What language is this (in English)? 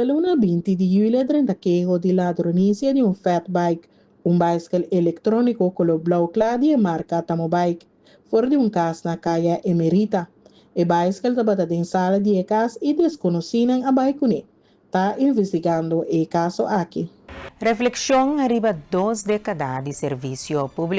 Papiamento